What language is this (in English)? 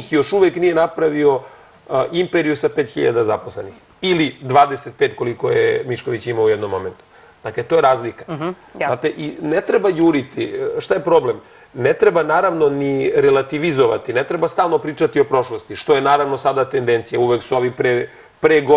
Serbian